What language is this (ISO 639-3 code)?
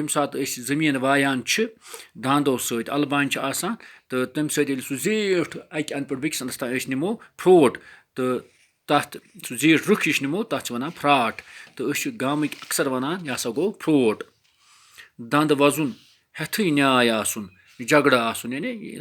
kas